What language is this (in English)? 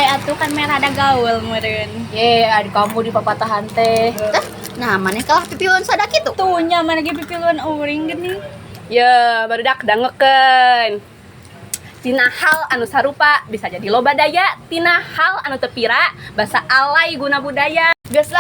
Sundanese